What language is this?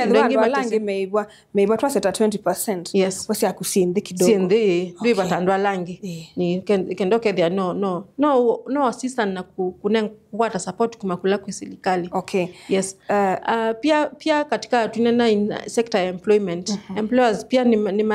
Kamba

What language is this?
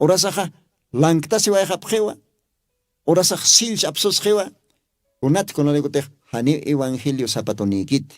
Aymara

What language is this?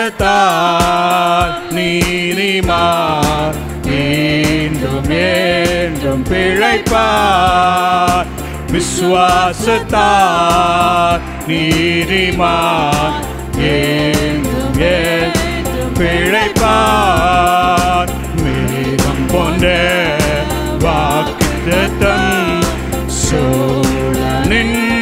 Tamil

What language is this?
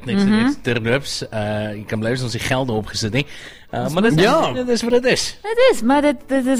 Afrikaans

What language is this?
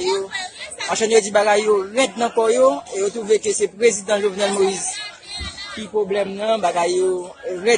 Haitian Creole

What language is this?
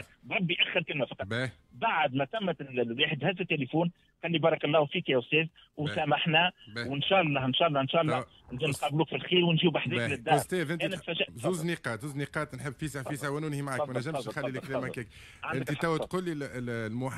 Tunisian Arabic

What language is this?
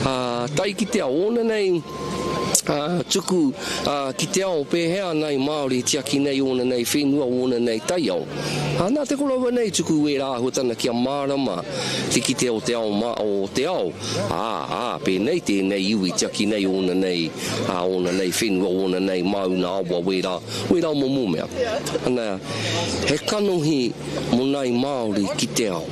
Māori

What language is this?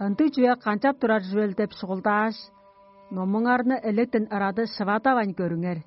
Tuvinian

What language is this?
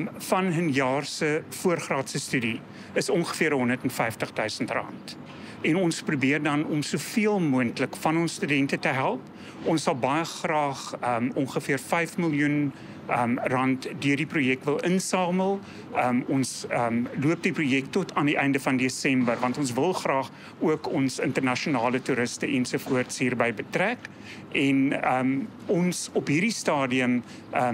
Afrikaans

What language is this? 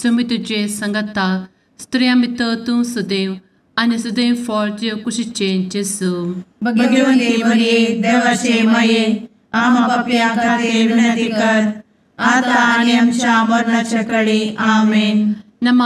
Konkani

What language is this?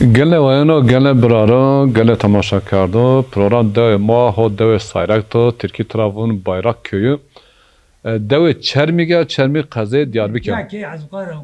Zaza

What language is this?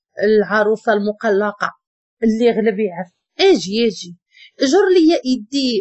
Moroccan Arabic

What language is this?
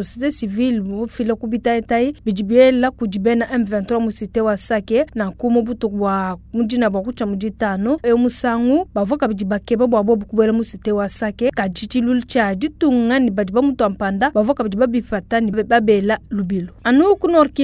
Luba-Lulua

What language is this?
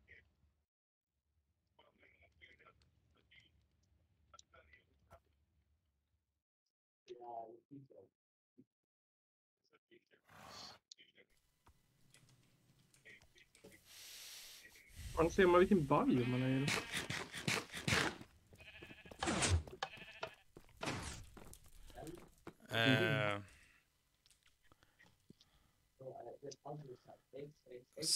Swedish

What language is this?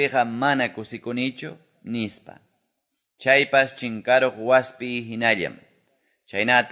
Quechua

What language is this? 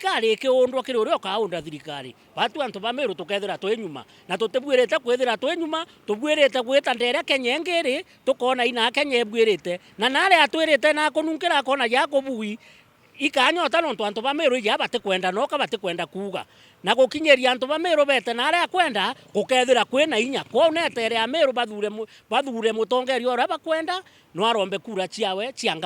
Meru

